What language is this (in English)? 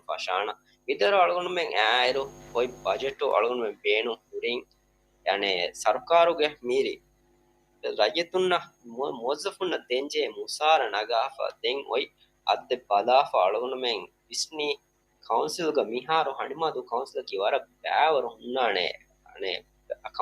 Divehi